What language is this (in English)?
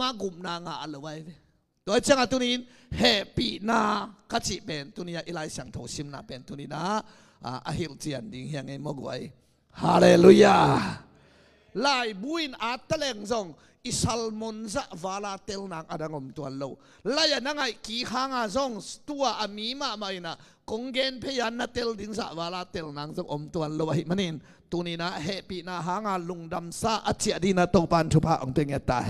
Tedim Chin